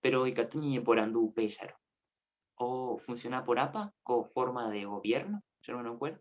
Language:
Guarani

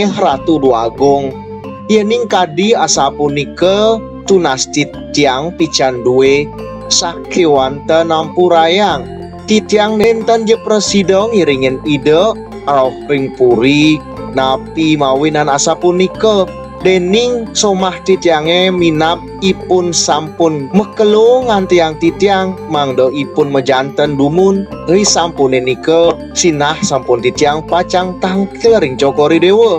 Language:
Balinese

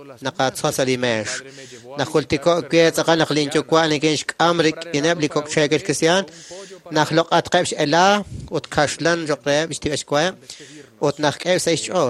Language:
Kekchí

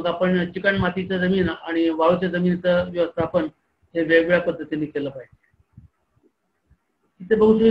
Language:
Marathi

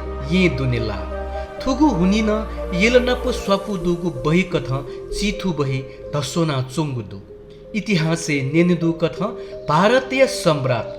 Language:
Newari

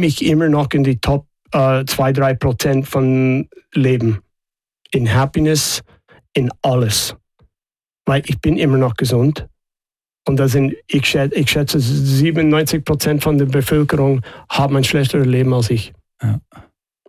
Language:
German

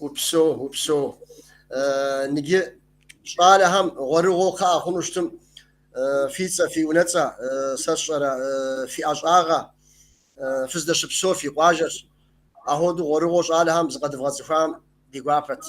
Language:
Kabardian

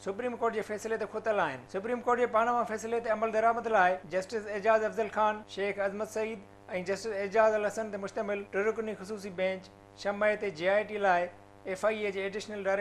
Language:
Sindhi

